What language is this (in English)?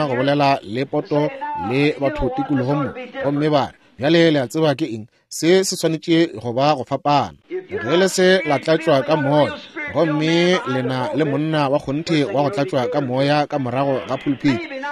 Northern Sotho